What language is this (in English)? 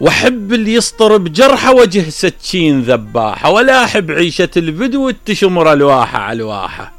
Mesopotamian Arabic